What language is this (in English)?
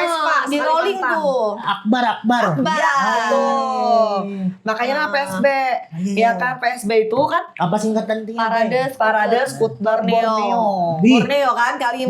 Banjar